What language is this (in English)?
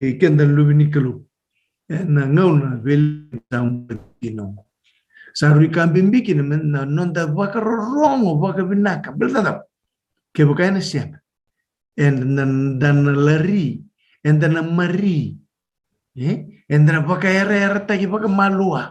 Fijian